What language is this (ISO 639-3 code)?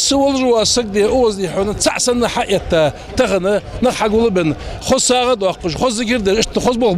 inh